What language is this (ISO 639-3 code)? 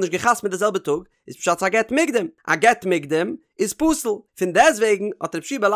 yid